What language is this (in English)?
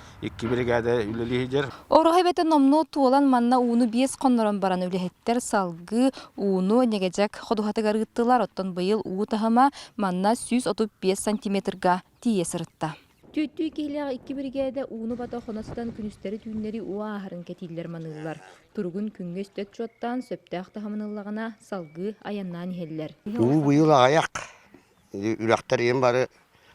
Yakut